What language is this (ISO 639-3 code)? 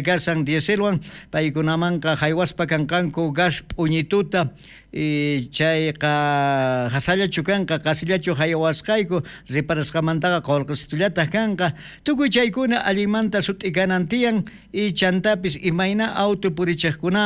quh